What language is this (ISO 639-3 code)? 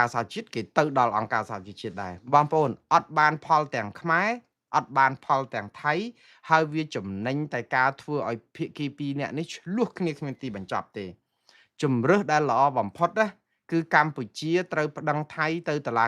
khm